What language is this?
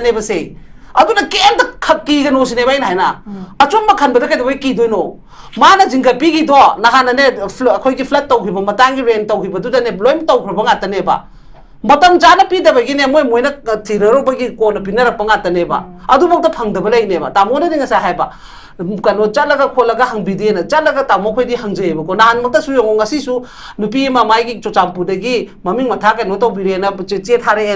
Manipuri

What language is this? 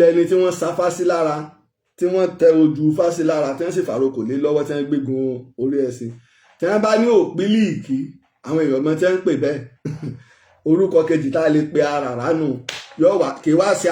Yoruba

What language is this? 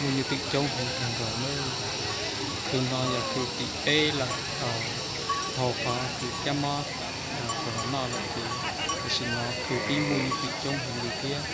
Hmong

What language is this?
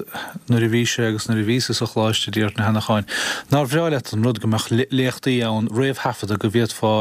Irish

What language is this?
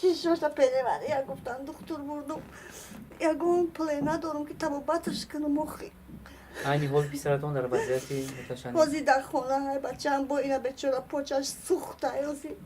Tajik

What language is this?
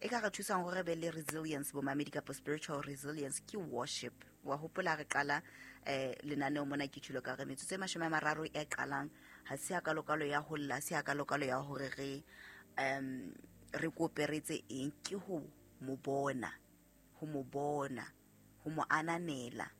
Southern Sotho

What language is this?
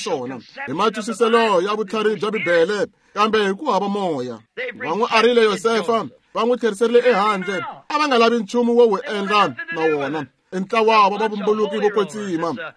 Tsonga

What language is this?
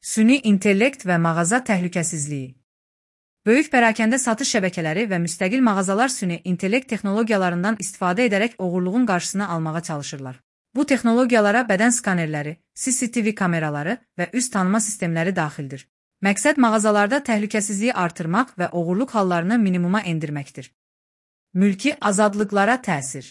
Azerbaijani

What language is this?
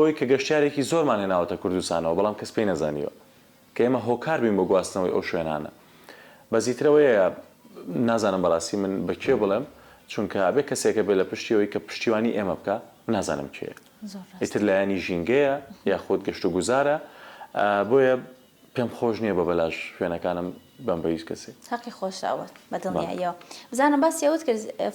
Central Kurdish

